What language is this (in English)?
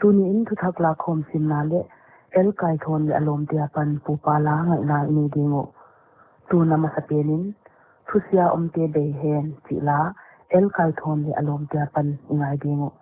Paite Chin